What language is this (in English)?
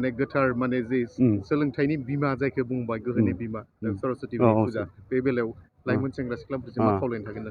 Bodo